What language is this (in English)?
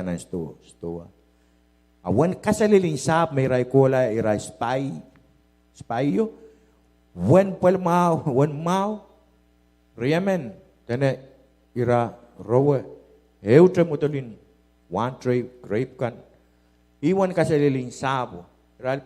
Pohnpeian